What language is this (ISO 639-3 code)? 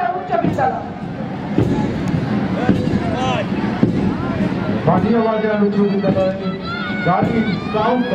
ben